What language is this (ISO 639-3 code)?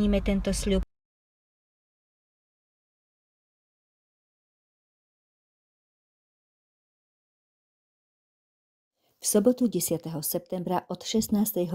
slk